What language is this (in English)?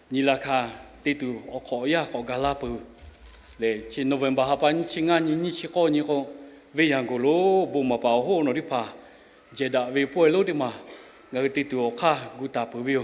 Lahu